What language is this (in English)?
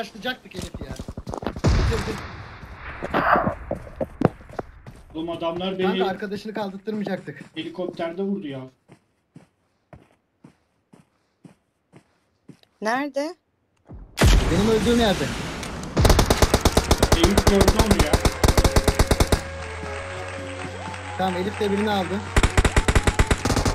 Turkish